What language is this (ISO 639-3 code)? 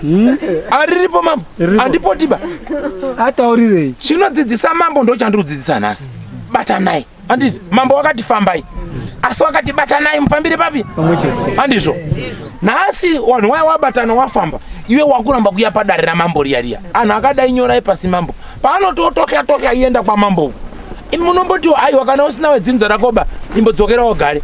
sna